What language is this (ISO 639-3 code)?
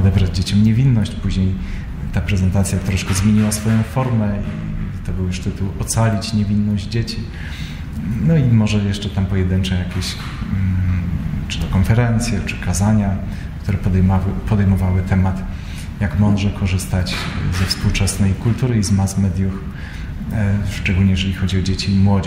pol